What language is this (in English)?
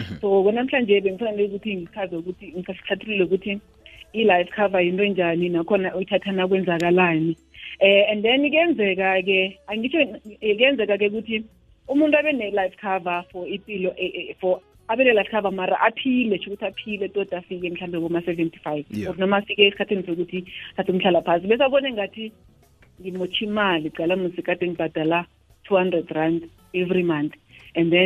South Ndebele